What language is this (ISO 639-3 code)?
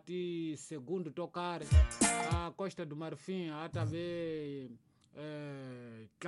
tso